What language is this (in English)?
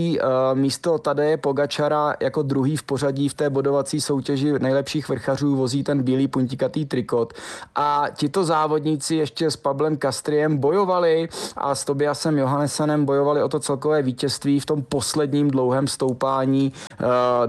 Czech